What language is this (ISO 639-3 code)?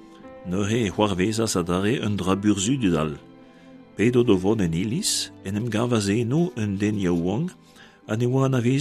bre